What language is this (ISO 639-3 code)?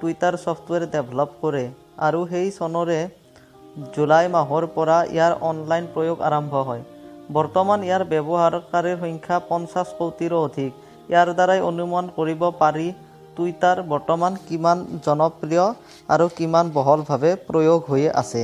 asm